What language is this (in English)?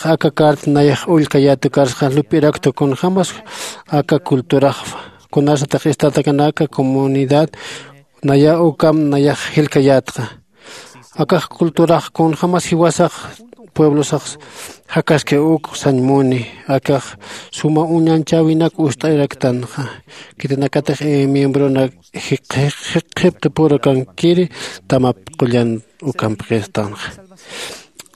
Aymara